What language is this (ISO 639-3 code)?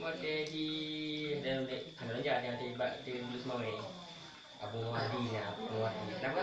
ace